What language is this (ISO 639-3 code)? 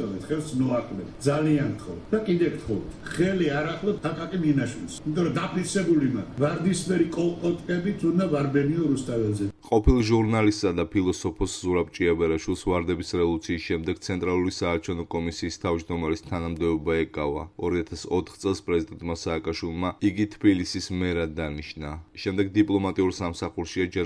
kat